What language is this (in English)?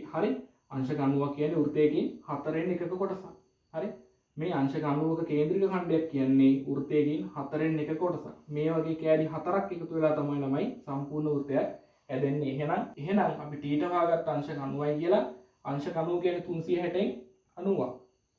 Sinhala